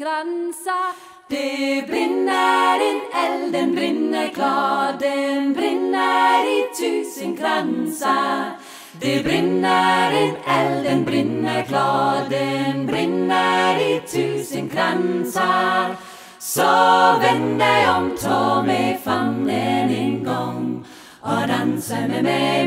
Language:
Swedish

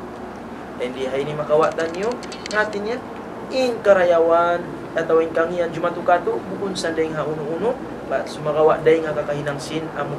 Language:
Tausug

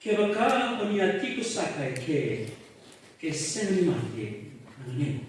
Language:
Fijian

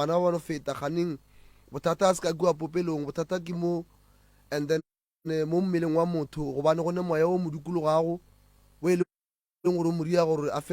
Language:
Northern Sotho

